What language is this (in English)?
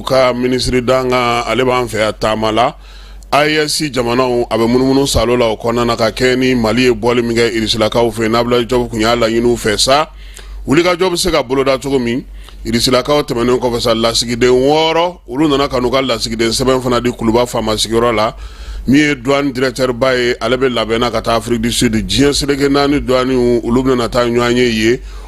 Bambara